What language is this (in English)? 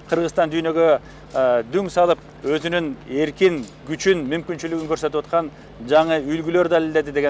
Kyrgyz